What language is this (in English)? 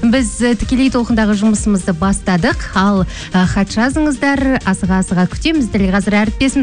Kazakh